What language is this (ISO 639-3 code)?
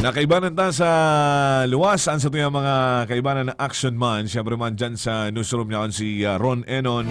bik